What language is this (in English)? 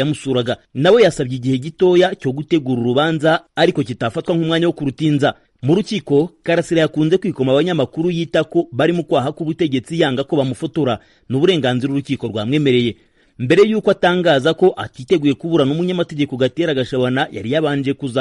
Kinyarwanda